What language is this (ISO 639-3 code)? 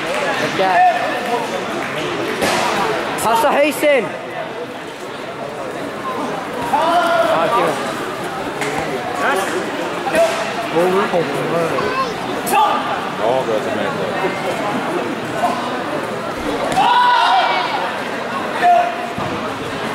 isl